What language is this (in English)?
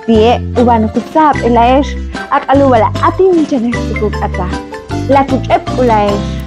Ixil